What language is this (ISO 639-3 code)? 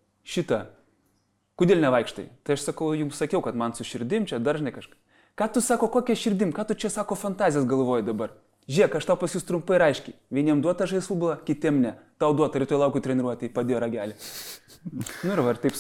lit